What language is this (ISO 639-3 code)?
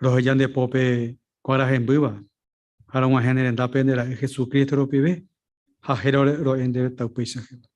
grn